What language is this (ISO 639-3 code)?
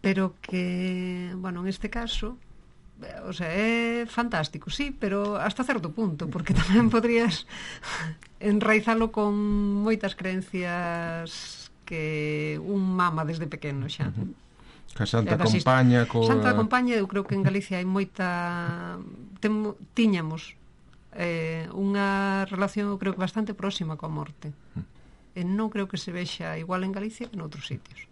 glg